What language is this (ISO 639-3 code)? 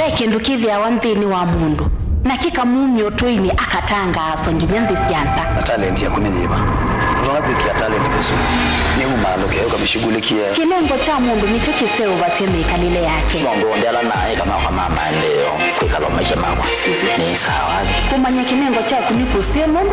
kam